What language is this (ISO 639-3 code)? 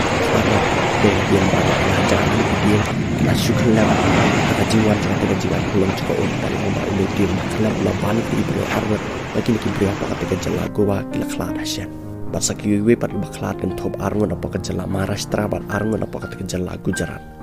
kha